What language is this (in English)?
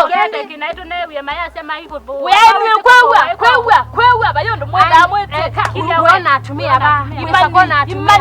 Kamba